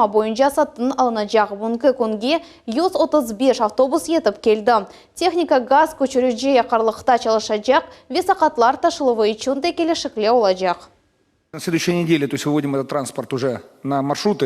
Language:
Crimean Tatar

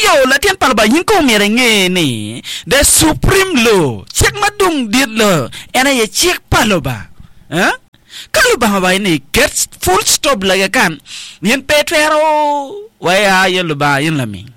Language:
Acoli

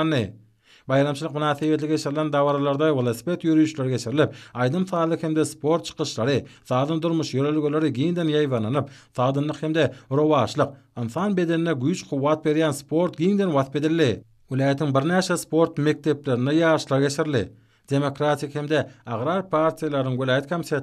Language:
Turkmen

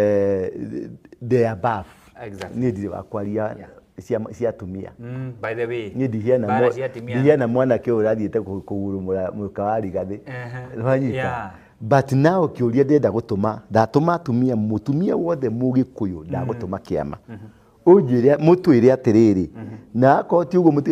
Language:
Kikuyu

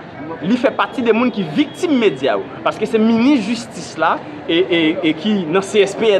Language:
Haitian Creole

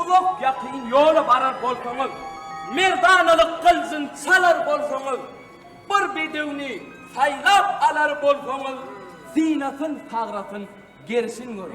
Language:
Turkmen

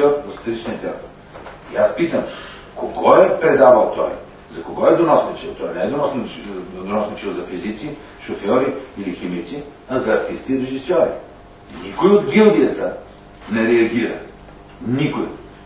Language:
Bulgarian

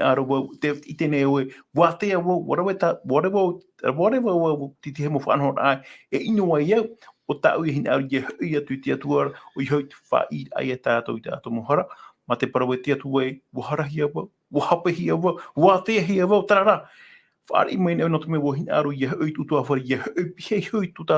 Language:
Tahitian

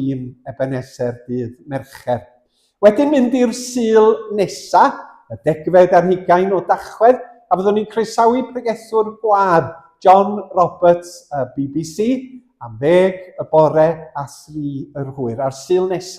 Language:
Welsh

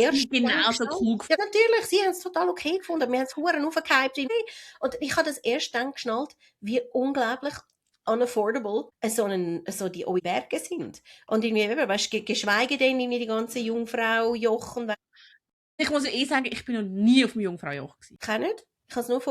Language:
Swiss German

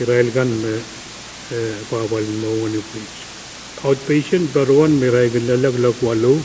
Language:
Pohnpeian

